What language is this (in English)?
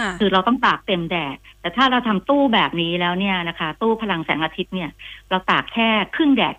Thai